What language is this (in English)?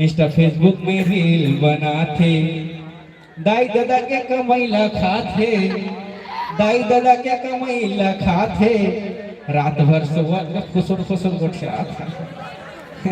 Chhattisgarhi